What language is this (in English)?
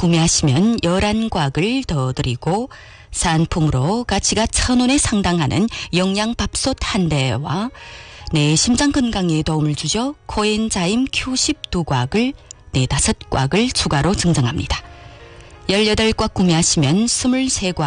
Korean